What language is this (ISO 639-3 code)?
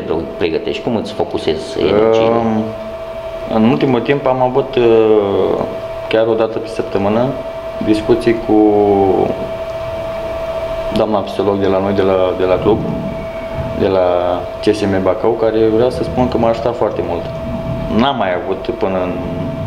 ron